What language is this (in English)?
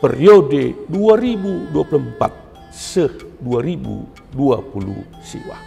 Batak Karo